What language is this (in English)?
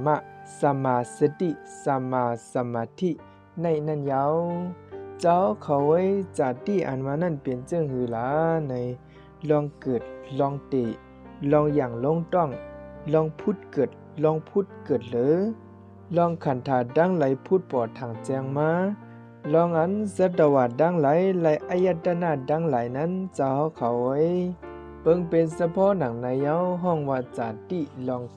Shan